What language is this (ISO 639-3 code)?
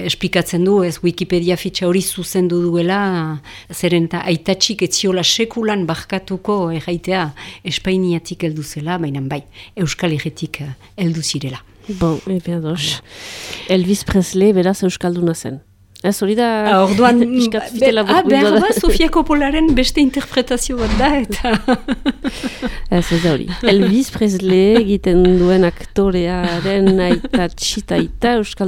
eus